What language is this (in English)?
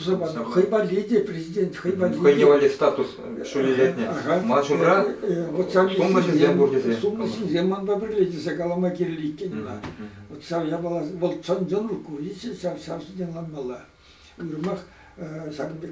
Chuvash